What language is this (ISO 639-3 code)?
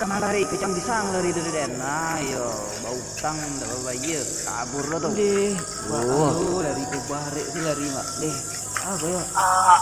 min